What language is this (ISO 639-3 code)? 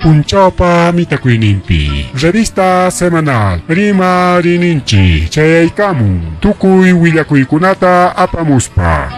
quy